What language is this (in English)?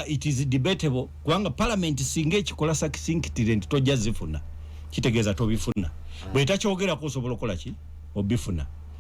Ganda